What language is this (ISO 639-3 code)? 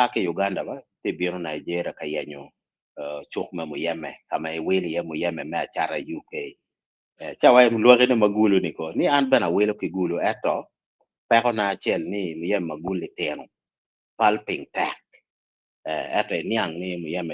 ach